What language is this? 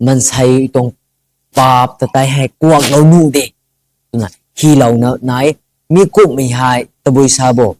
Rongmei Naga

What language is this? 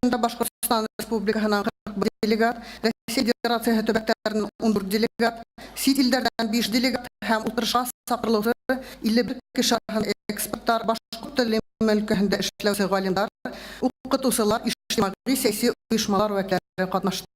Bashkir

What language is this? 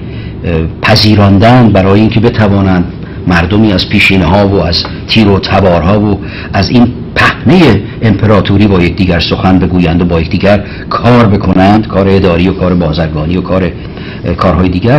Persian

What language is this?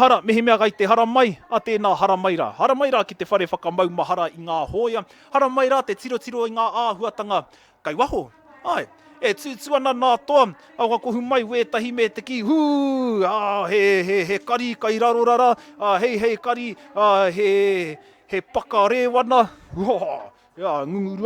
Māori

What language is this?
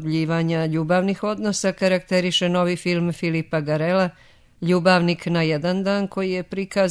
Serbian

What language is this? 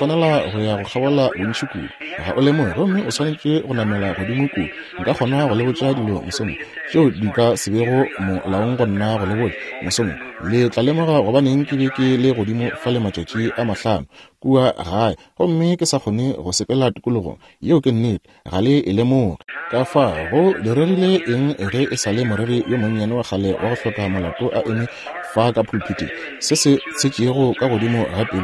Northern Sotho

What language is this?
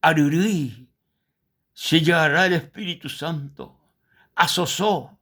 Guarani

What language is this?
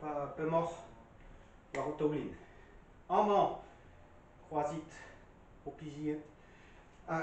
Breton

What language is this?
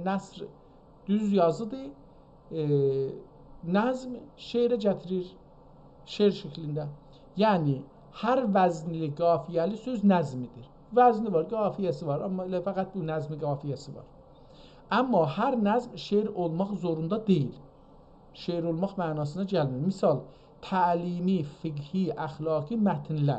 South Azerbaijani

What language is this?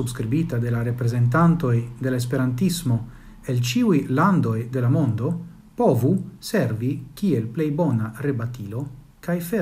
Esperanto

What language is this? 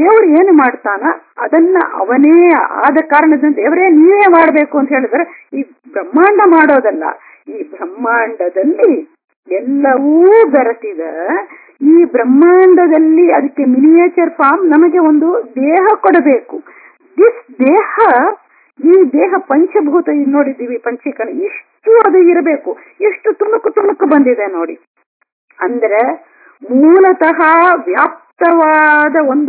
Kannada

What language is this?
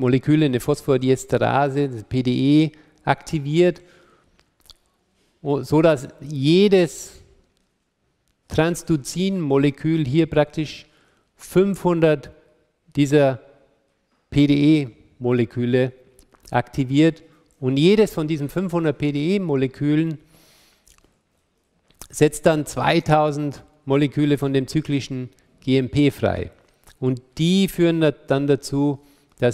German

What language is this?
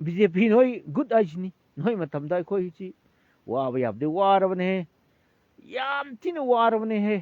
Manipuri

